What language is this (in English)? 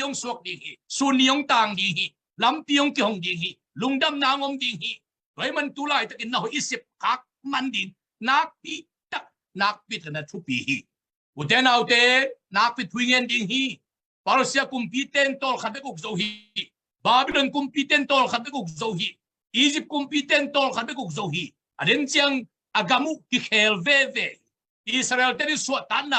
Tedim Chin